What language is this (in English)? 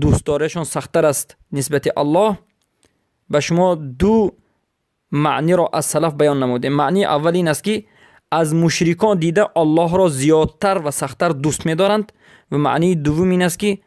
Persian